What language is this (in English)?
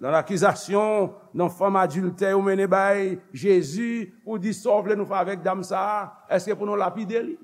Haitian Creole